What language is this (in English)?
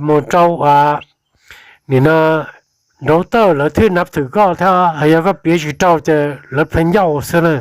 Hmong